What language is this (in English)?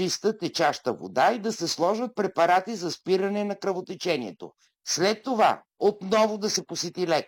Bulgarian